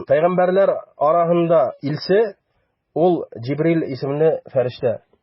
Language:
Bashkir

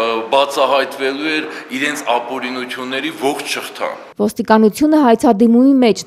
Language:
Armenian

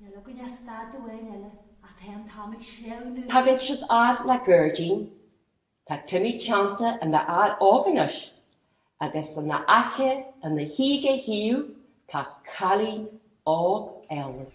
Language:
Irish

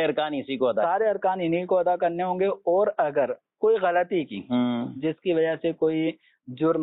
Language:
Urdu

